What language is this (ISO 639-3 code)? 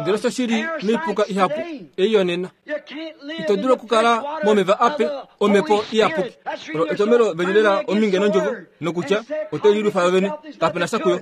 kua